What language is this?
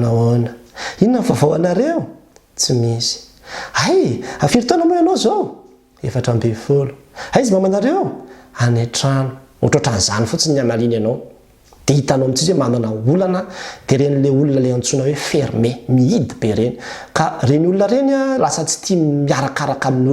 Malagasy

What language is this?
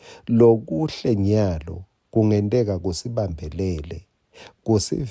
Swati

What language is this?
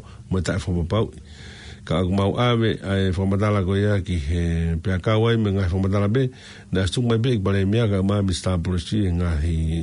Tongan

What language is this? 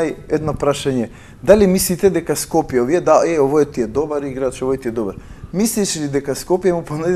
Macedonian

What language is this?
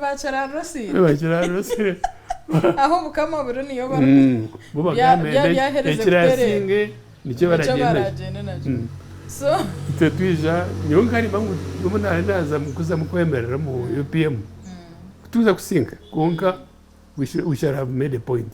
Nyankole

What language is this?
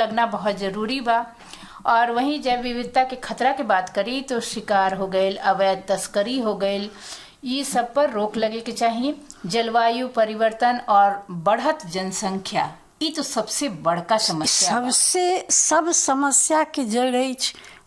Bhojpuri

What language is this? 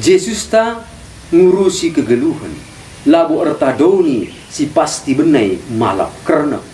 Batak Karo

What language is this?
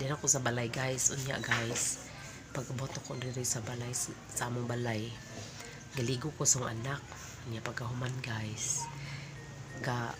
Cebuano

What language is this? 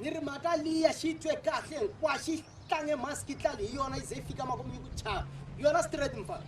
Tsonga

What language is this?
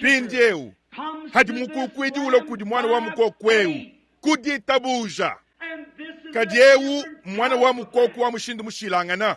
Luba-Lulua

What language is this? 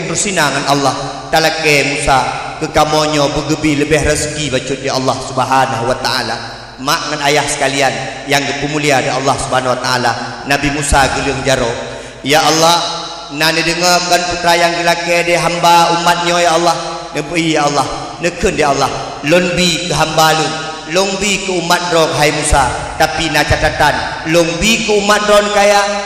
Achinese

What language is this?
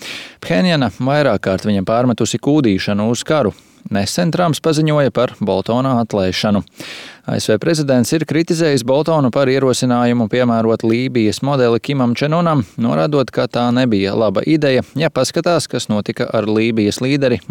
Latvian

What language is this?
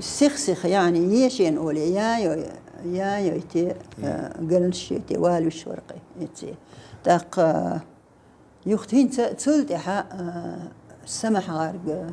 Chechen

